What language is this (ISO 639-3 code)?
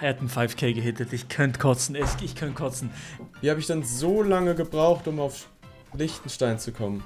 gsw